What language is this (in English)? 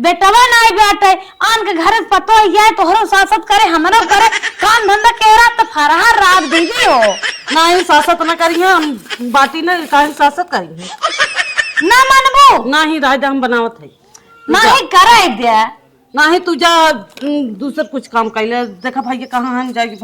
Awadhi